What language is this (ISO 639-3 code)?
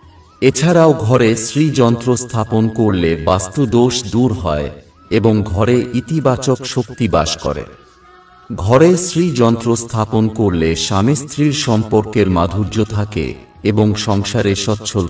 ben